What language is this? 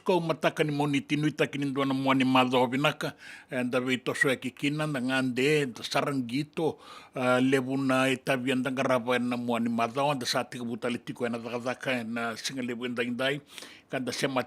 Fijian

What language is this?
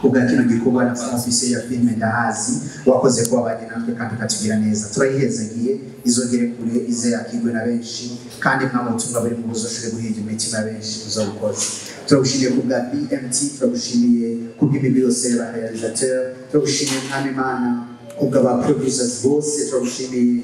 Rundi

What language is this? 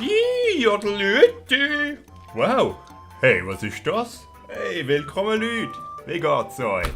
Swiss German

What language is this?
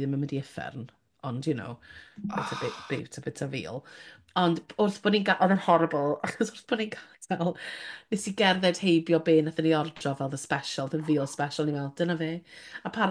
Welsh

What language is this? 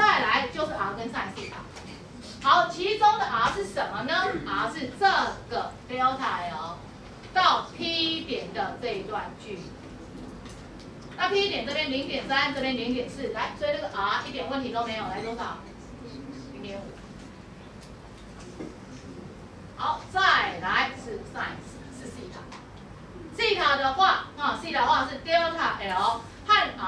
Chinese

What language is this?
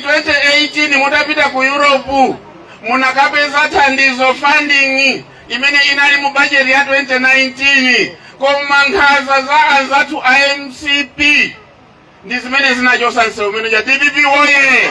Nyanja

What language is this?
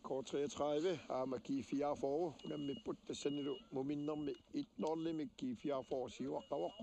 Kalaallisut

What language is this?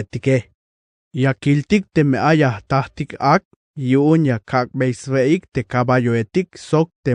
Tzeltal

